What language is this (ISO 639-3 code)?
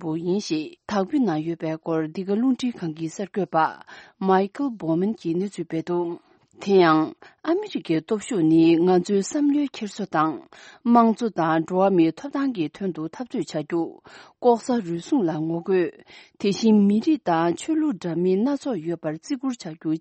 bod